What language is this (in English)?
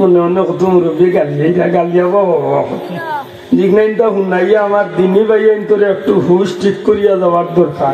Sylheti